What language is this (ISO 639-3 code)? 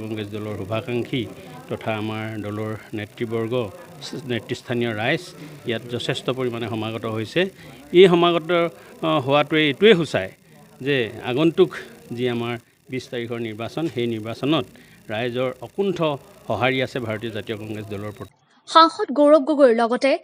asm